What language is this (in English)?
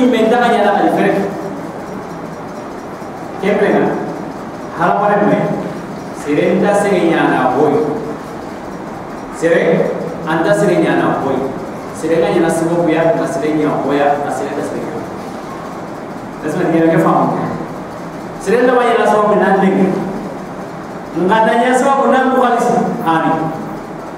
Soninke